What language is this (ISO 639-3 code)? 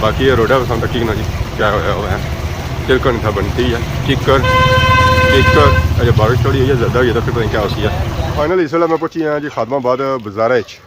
phr